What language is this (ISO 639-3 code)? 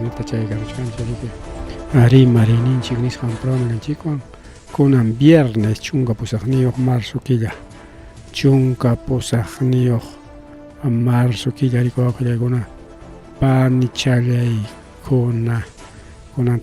quy